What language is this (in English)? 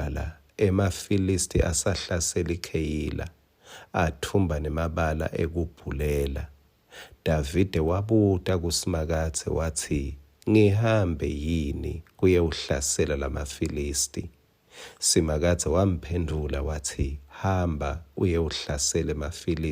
Swati